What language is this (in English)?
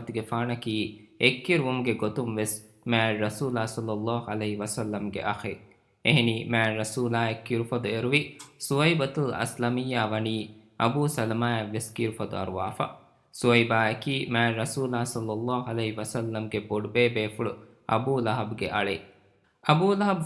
Divehi